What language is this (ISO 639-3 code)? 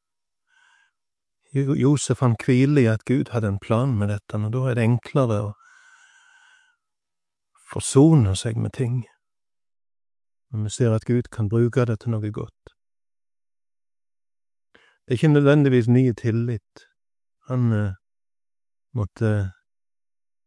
nor